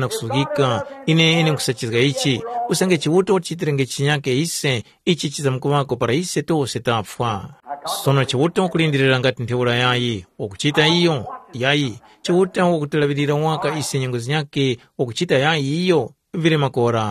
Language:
Tumbuka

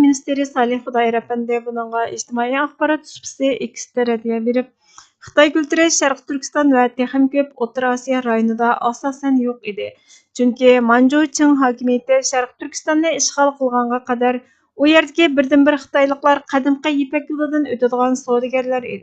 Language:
Uyghur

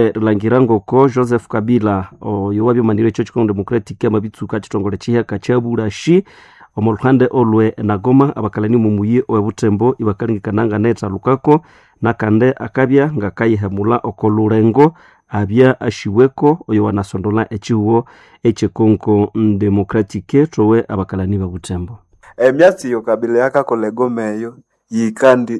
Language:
Nande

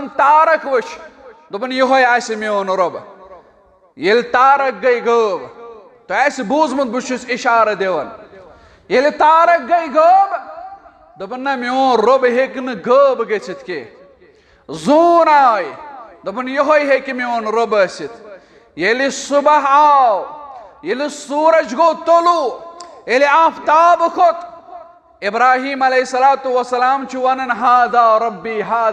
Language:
Kashmiri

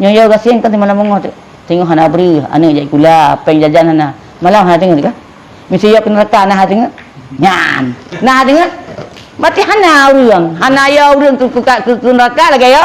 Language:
Achinese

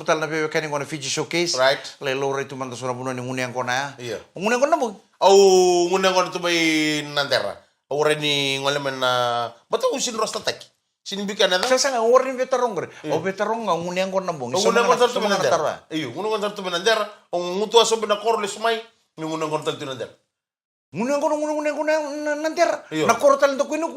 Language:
Fijian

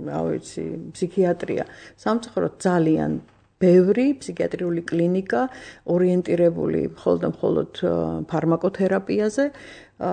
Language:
Georgian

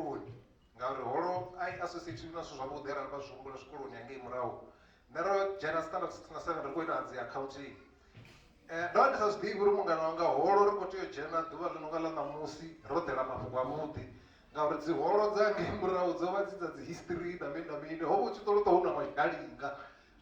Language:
Venda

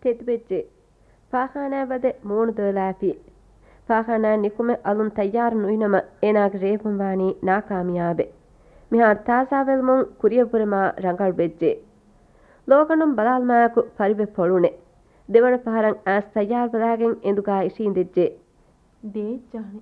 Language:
Divehi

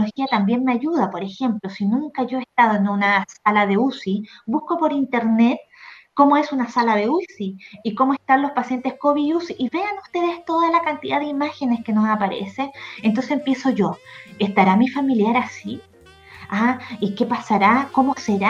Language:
Spanish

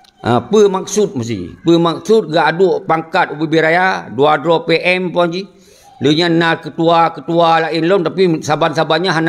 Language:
Achinese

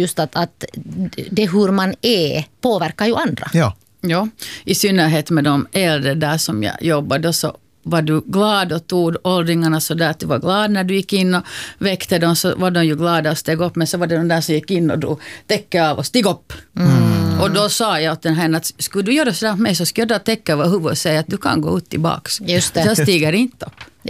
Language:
Swedish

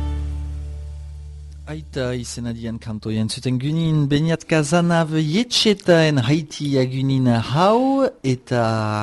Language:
Basque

